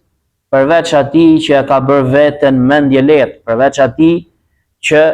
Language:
Albanian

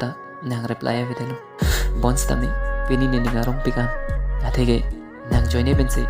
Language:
Karbi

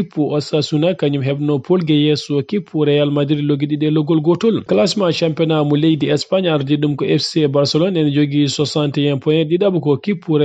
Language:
Fula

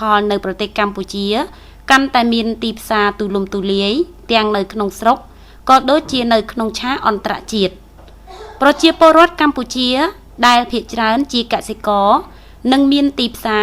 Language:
Khmer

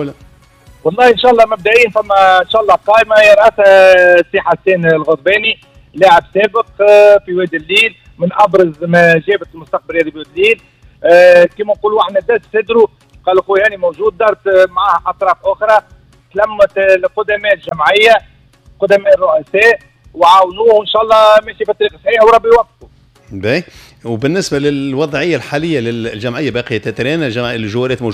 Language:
Tunisian Arabic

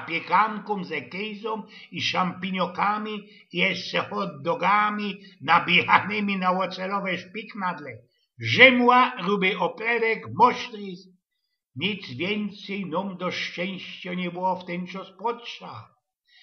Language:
Silesian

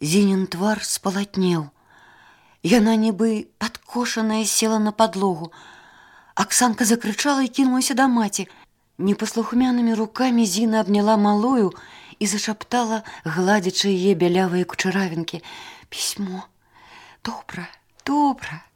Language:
Belarusian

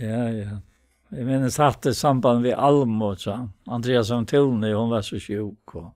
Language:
Faroese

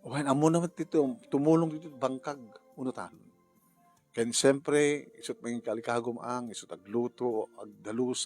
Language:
Iloko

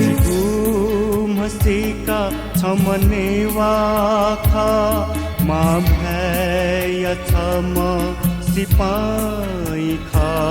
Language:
Newari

